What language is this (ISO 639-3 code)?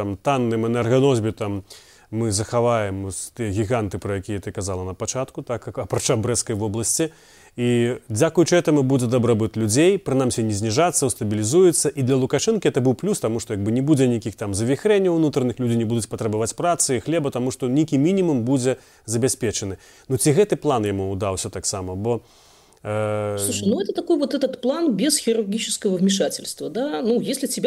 bel